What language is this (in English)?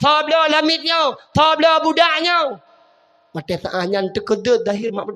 Achinese